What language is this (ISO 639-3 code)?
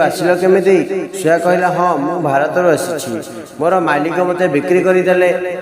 ori